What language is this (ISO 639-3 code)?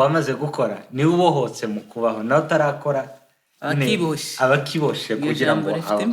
kin